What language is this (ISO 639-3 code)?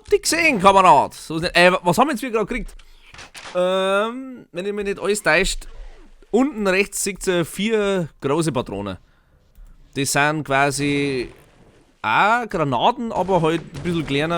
bar